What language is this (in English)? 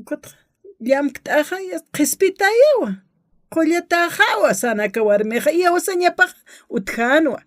Aymara